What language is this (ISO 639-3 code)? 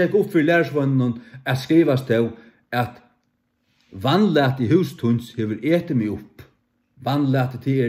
fao